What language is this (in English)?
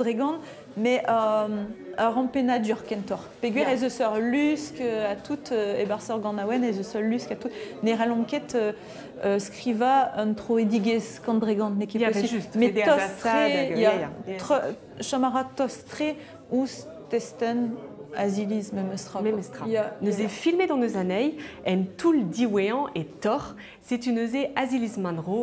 Breton